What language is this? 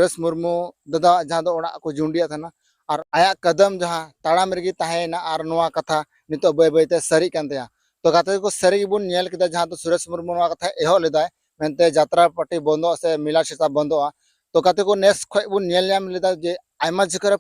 Santali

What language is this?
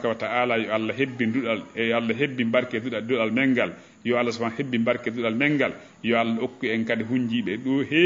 Fula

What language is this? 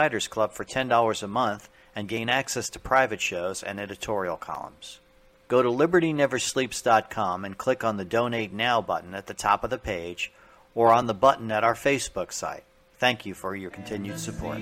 English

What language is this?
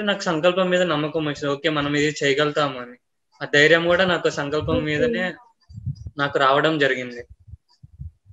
Telugu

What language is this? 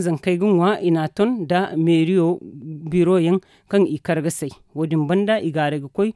Zarma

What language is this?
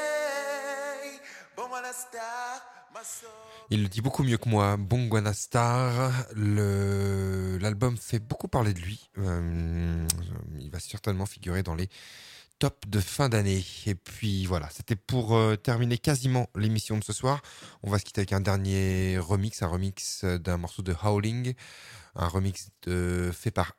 French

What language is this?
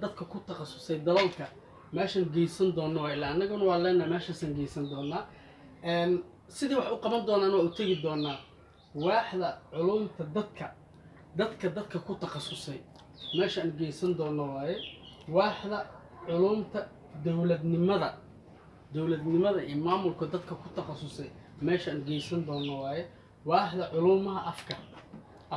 Somali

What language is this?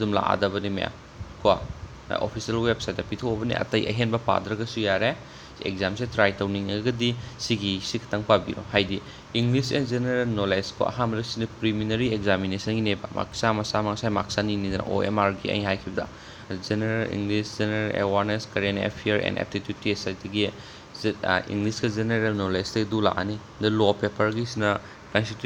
Manipuri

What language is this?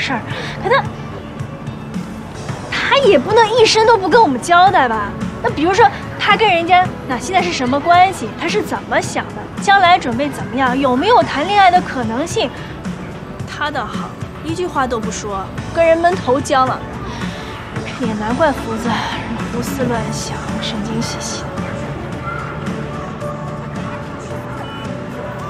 Chinese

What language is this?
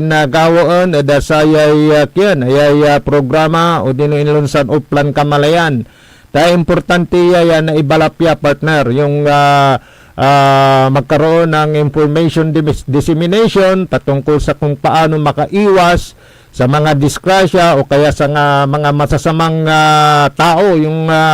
Pangasinan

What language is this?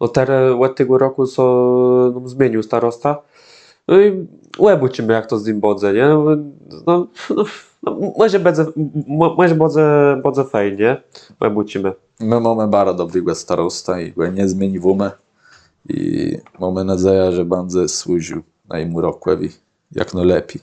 Kashubian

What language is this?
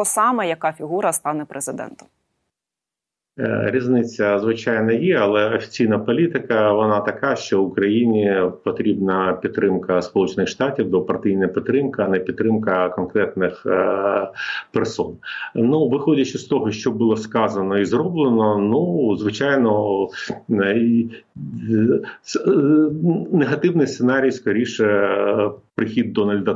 Ukrainian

